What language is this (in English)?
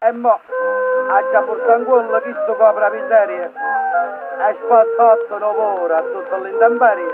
Neapolitan